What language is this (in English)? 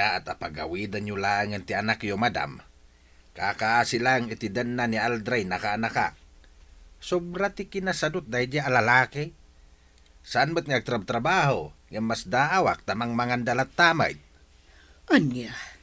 Iloko